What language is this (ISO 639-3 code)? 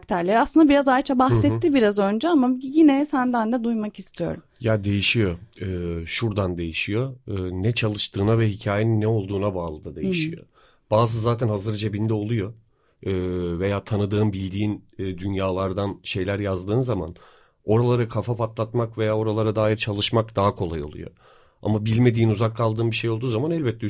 tur